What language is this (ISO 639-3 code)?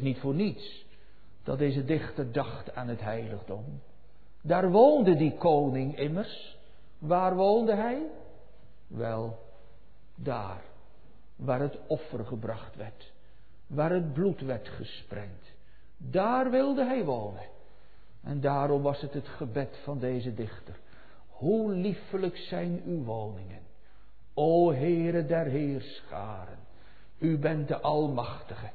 nld